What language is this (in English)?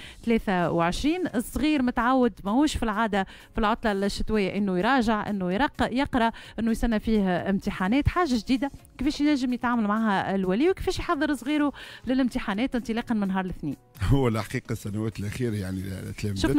Tunisian Arabic